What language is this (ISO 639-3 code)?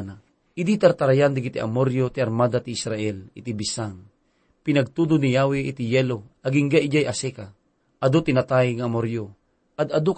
ilo